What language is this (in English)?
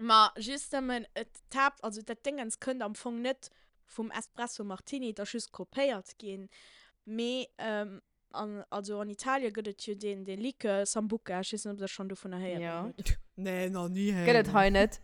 Luxembourgish